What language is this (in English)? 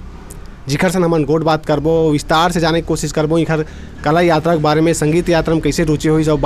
Chhattisgarhi